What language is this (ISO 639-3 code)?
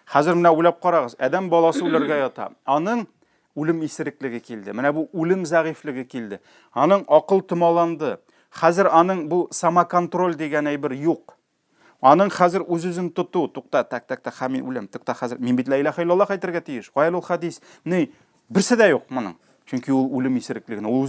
tat